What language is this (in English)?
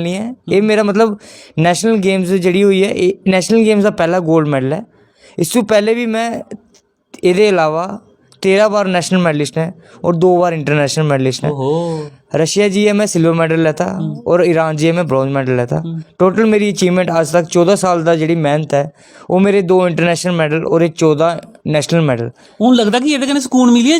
Dogri